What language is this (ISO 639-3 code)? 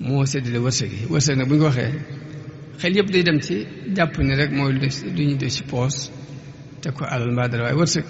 wol